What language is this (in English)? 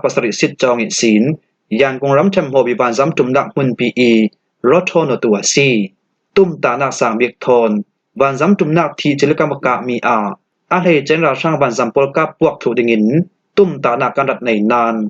Falam Chin